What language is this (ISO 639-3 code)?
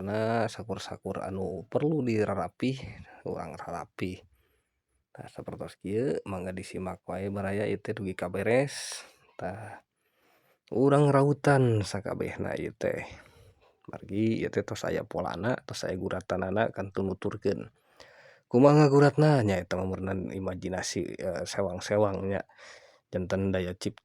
sun